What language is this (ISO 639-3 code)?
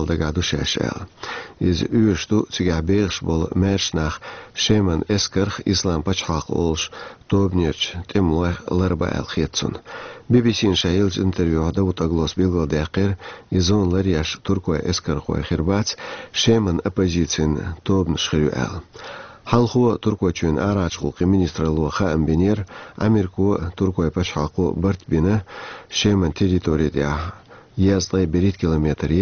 che